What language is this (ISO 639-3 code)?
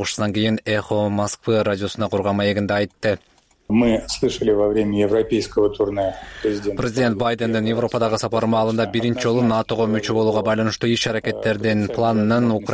kir